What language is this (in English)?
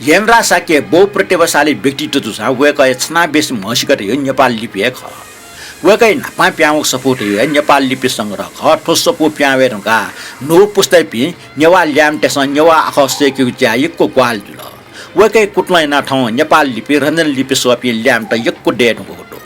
Newari